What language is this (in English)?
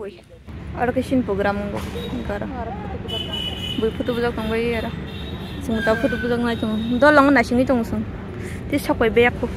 Kok Borok